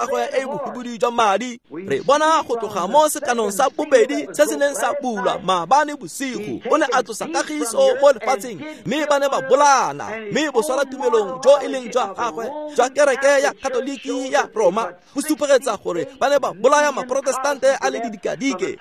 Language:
Tswana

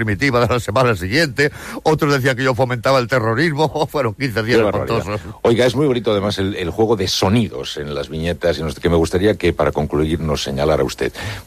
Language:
Spanish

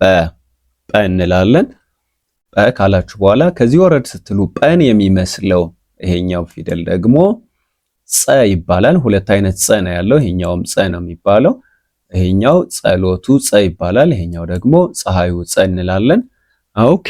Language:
Amharic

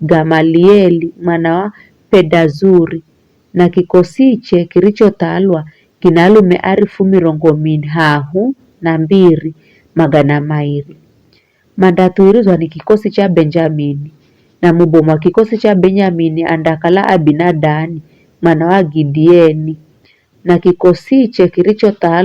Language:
Giryama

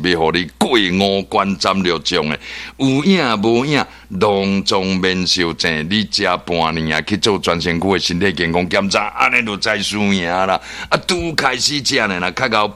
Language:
Min Nan Chinese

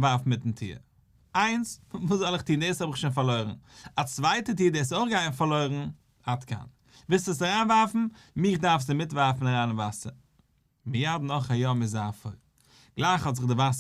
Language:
Yiddish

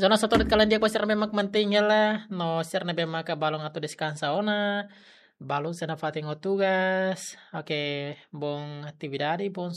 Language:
Tetum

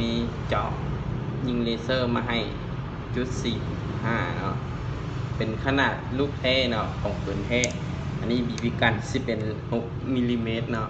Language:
Lao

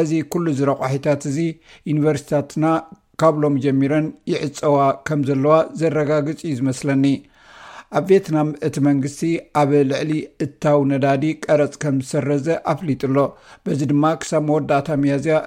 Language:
Tigrinya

